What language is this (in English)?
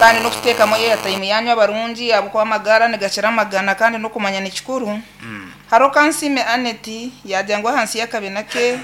Nyankole